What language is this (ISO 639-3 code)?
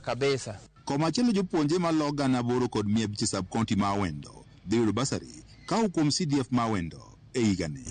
luo